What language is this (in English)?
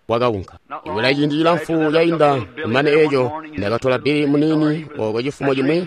Tonga (Zambia)